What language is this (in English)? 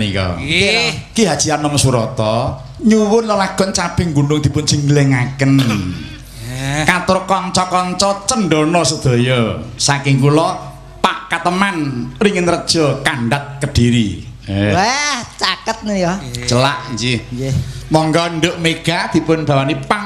Javanese